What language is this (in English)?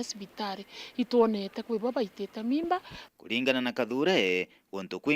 Meru